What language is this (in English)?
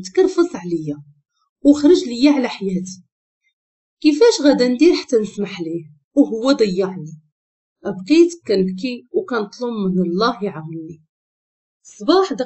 Moroccan Arabic